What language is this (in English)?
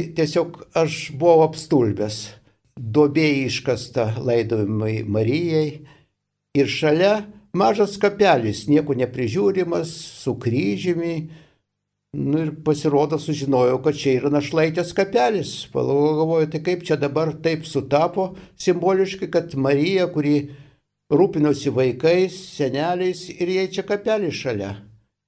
Lithuanian